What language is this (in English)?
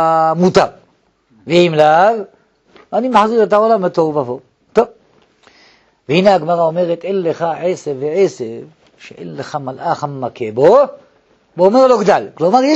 Hebrew